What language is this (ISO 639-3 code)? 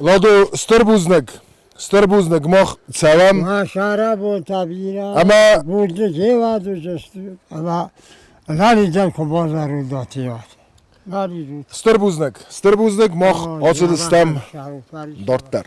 oss